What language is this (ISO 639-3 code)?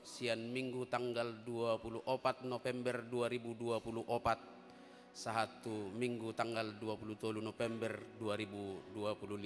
bbc